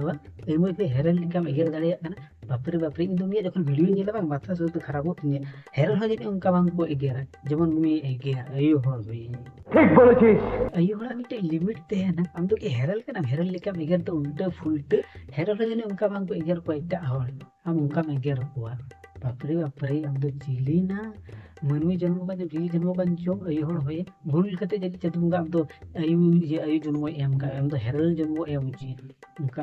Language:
Santali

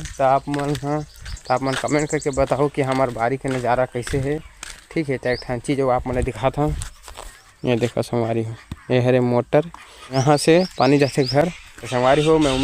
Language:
Chhattisgarhi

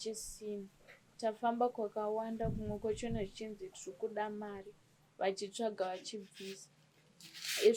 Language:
Shona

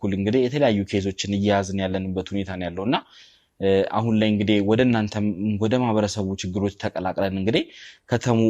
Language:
Amharic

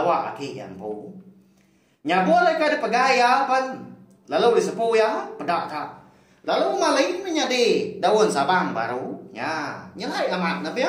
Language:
Iban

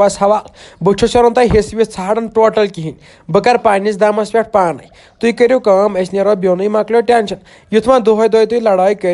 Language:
Kashmiri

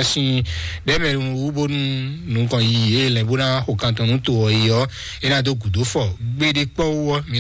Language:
Fon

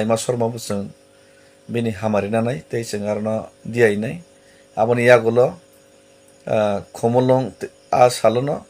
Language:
Kok Borok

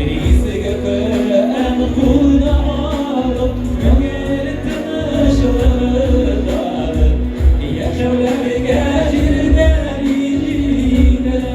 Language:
Tatar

